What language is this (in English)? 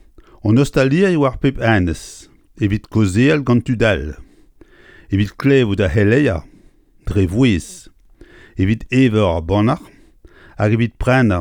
Breton